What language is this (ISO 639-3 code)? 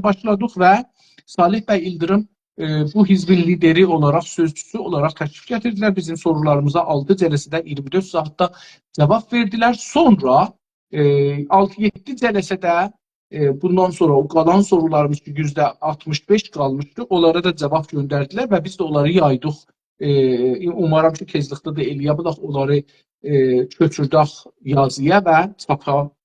azb